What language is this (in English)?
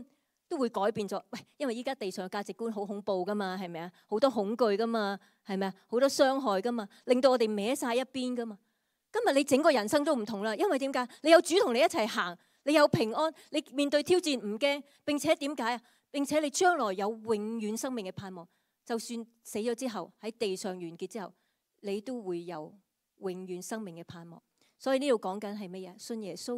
Cantonese